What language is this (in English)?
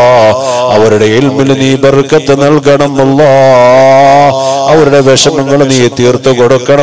Malayalam